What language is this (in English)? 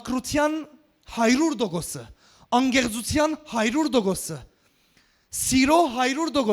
Western Armenian